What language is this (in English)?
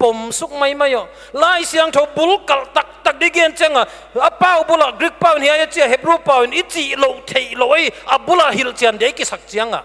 Paite Chin